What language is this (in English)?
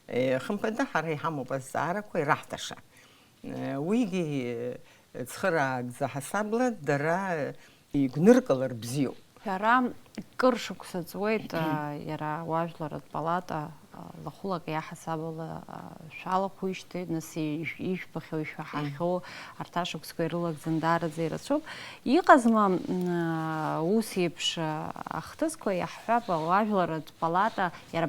Abkhazian